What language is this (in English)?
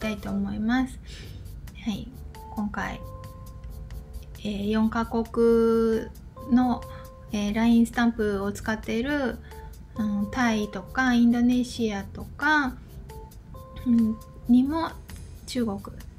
Japanese